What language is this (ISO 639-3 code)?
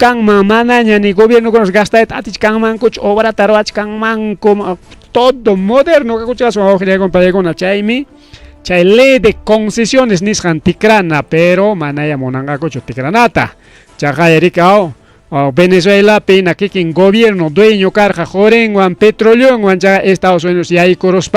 quy